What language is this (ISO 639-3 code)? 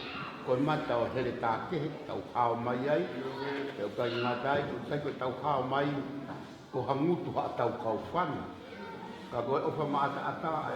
ton